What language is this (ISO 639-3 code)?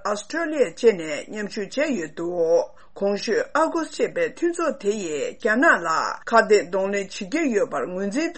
bod